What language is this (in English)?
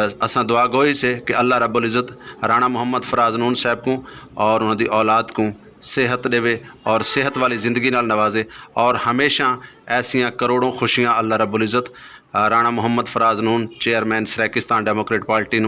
Saraiki